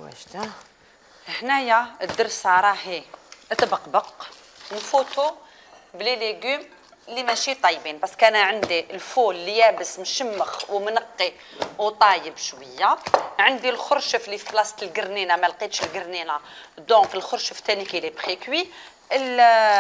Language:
Algerian Arabic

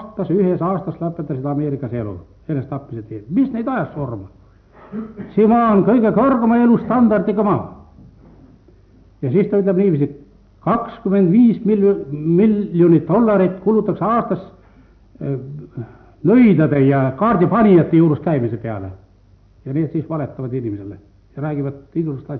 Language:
Estonian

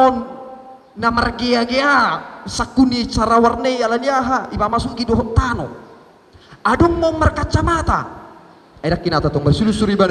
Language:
Batak Toba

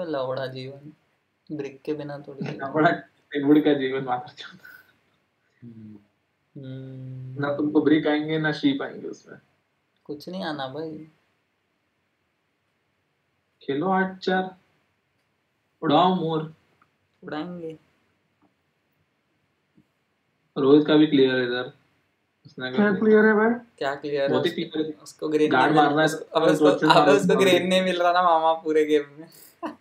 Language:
Hindi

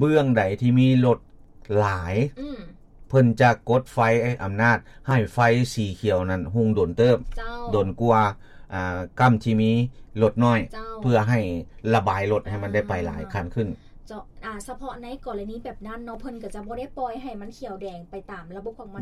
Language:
Lao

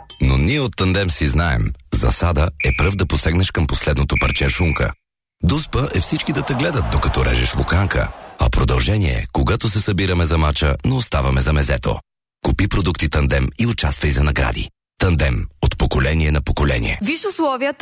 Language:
Bulgarian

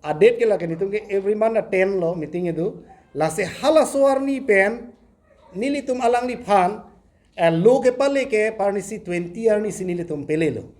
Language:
Karbi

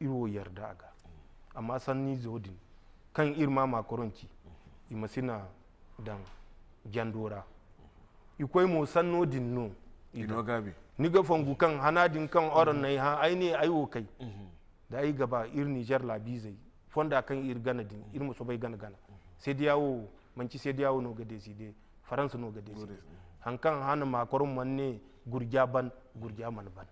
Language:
Zarma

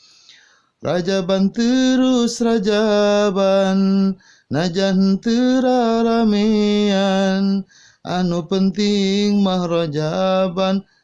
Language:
Sundanese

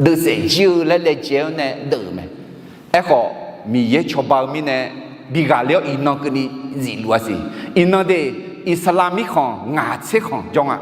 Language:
Akha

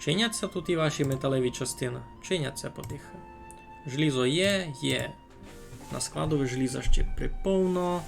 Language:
Rusyn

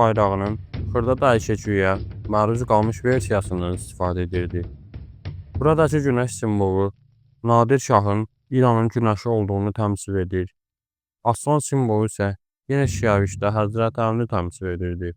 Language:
Azerbaijani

